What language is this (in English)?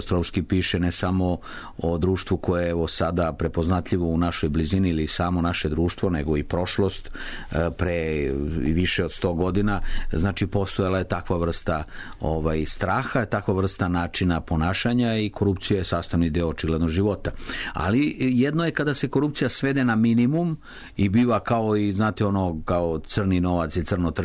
Serbian